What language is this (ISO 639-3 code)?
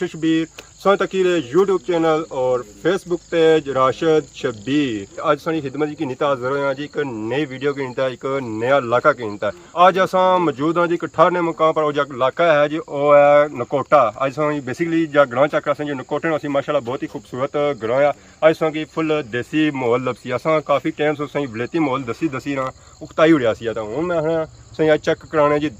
phr